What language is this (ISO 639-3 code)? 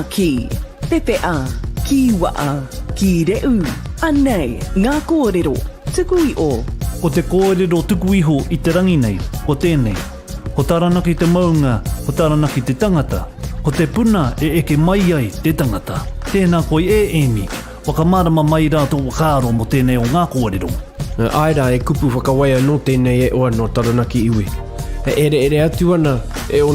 mri